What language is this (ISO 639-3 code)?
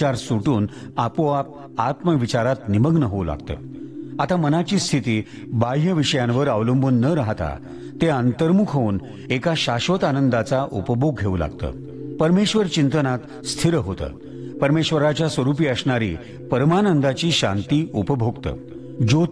mar